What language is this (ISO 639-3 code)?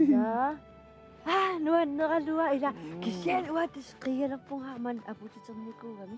kal